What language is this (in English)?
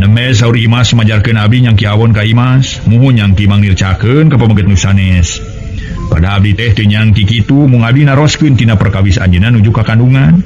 Sundanese